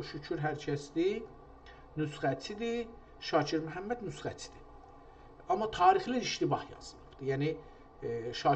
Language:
South Azerbaijani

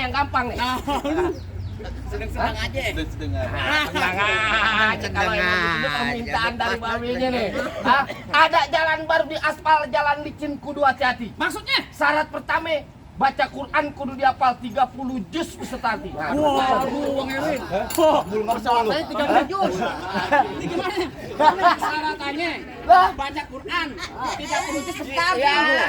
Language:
Betawi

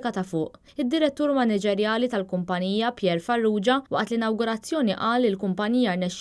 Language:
Maltese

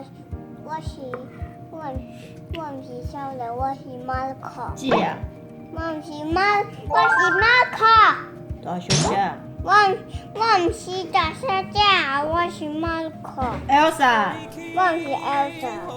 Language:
Min Nan Chinese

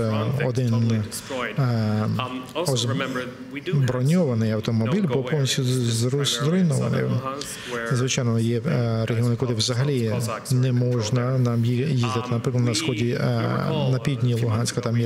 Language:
Ukrainian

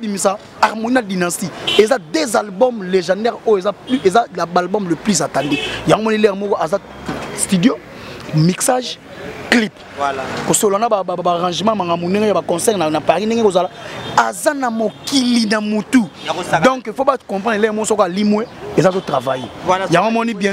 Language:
Lingala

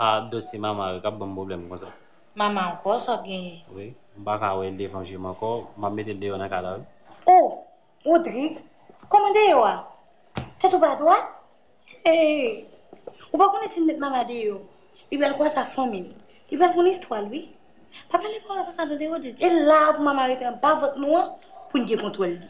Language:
Haitian Creole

